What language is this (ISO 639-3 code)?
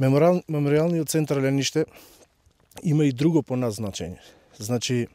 mkd